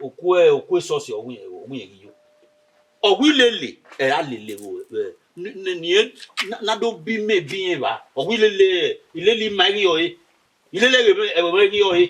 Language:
Bini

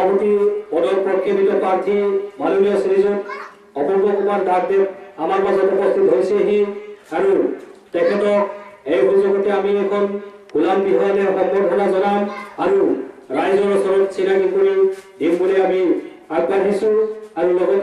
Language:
Assamese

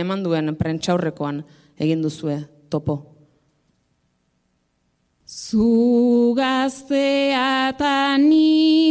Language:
Basque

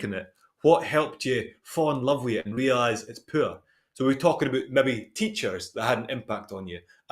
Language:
Scots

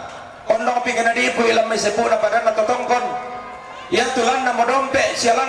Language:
Toraja-Sa'dan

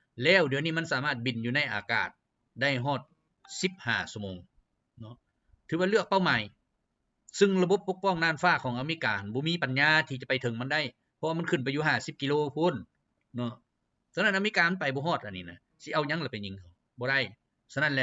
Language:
Lao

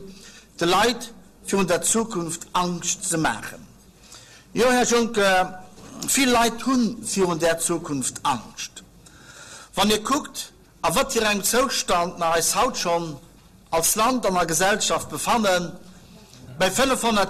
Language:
Luxembourgish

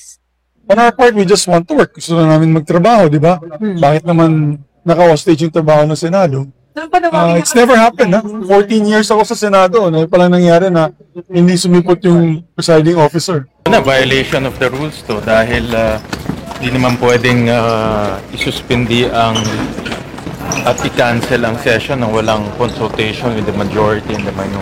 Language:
Filipino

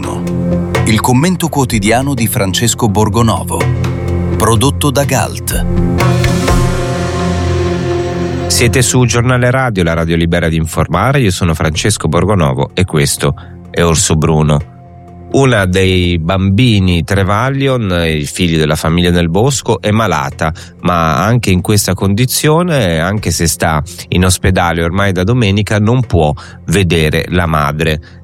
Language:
Italian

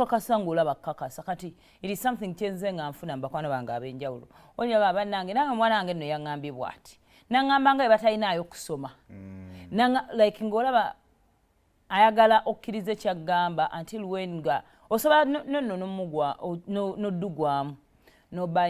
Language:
Ganda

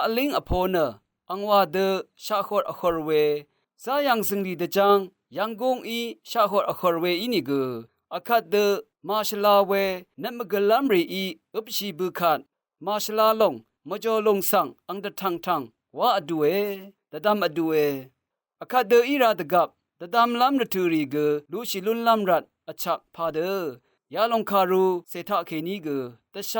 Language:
Rawang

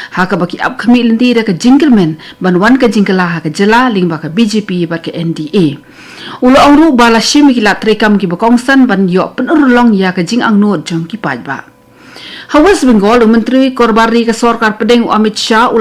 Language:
Khasi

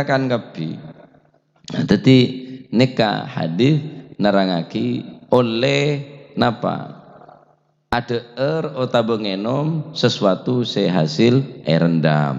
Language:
Madurese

